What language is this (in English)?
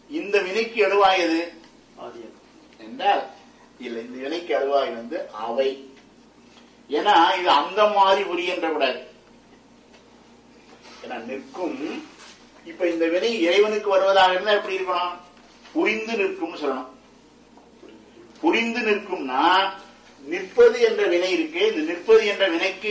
Tamil